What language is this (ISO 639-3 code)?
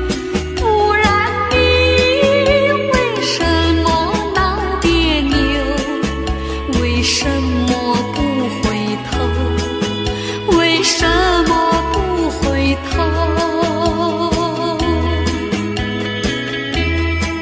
zho